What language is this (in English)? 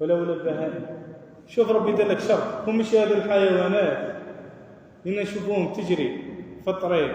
Algerian Arabic